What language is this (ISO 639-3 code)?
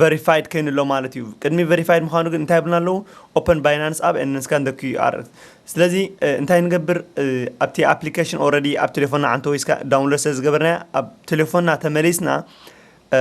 tir